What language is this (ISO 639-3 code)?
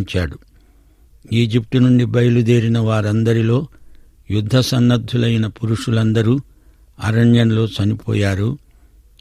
tel